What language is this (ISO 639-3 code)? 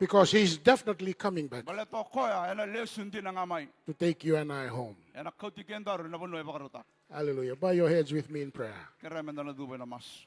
fij